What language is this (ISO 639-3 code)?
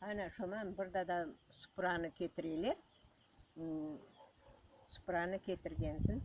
crh